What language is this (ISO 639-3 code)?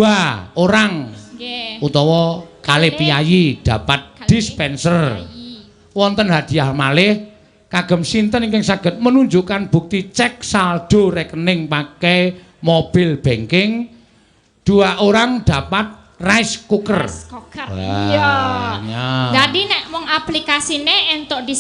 jav